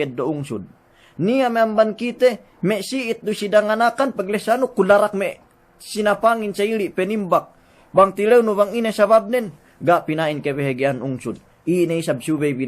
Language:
Yakan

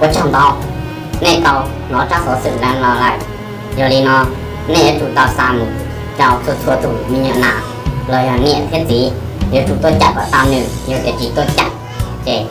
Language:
Hmong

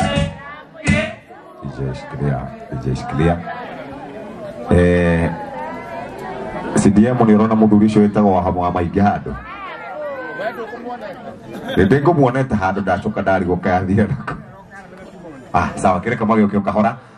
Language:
Kikuyu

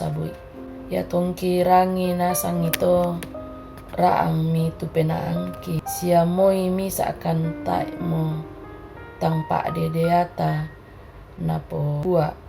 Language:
Toraja-Sa'dan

